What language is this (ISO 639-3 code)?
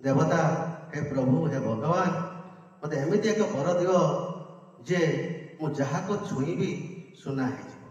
ori